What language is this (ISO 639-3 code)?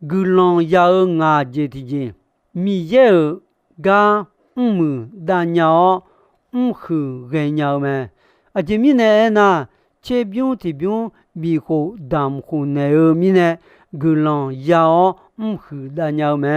ahk